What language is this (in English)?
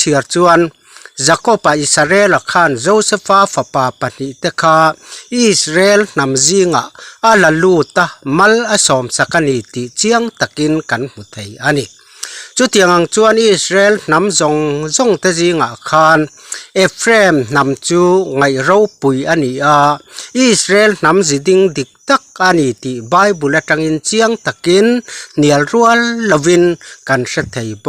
Mizo